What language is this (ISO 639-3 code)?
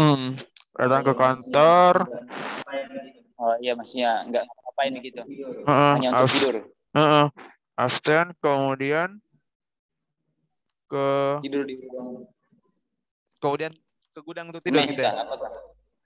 ind